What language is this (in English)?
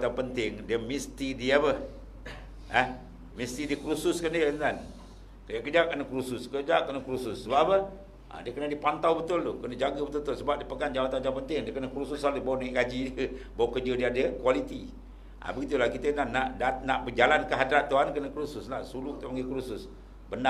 Malay